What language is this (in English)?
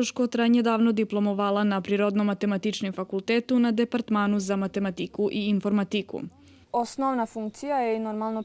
Rusyn